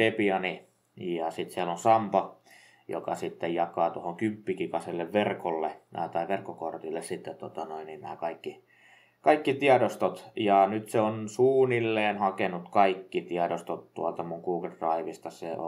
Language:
Finnish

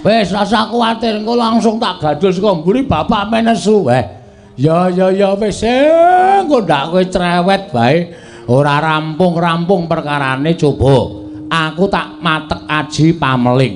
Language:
Javanese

